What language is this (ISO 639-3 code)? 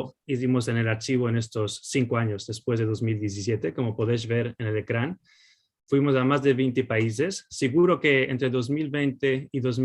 lad